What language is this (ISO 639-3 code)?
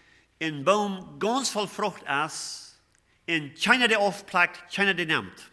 pdt